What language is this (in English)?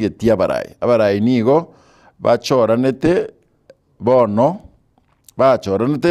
Gusii